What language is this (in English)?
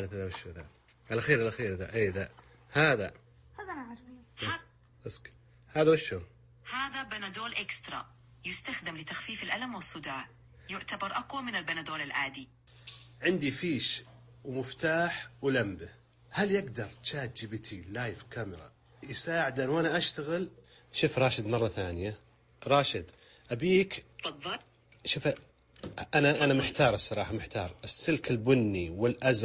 Najdi Arabic